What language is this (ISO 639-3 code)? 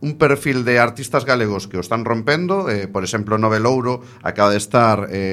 glg